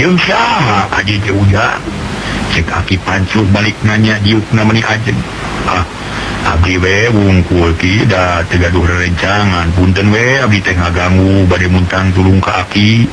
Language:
Sundanese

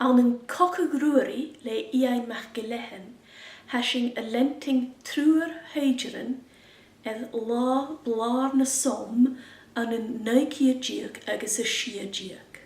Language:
Scottish Gaelic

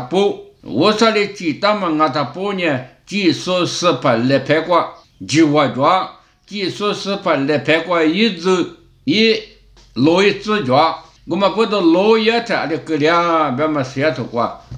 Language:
Lisu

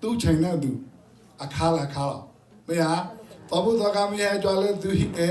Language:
S'gaw Karen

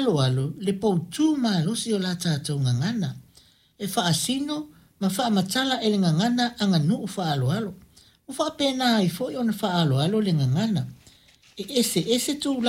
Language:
Samoan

